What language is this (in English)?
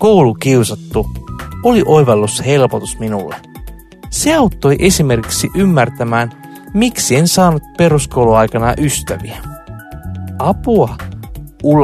Finnish